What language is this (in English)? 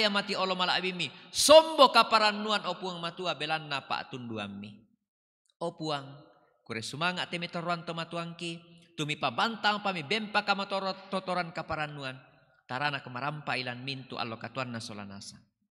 Toraja-Sa'dan